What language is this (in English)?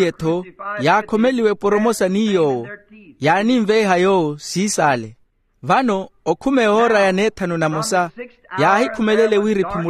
Makhuwa